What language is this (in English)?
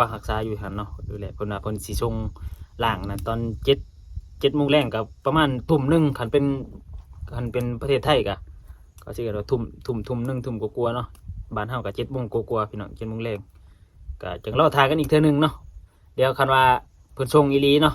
Lao